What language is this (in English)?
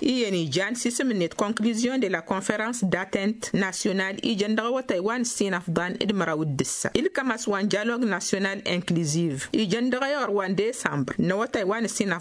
Tamasheq